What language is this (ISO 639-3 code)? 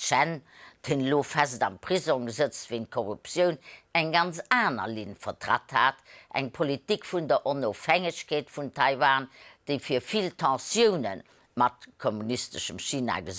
ltz